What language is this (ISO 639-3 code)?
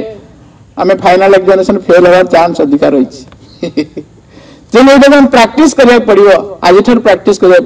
ori